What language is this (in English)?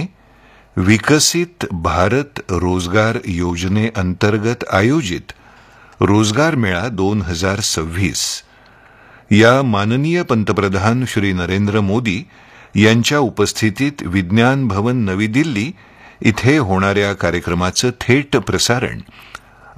Marathi